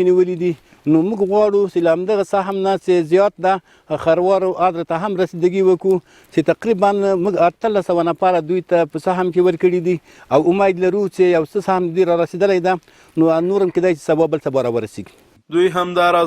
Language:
Pashto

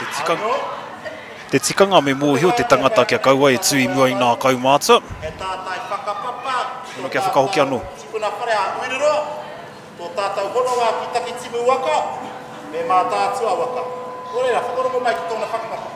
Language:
Māori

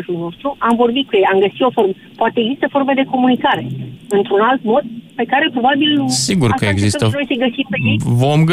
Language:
Romanian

